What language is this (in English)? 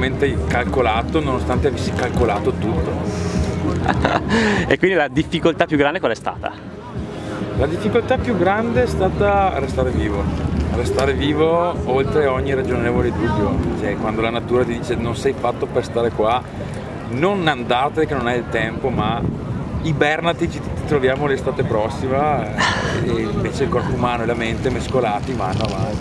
Italian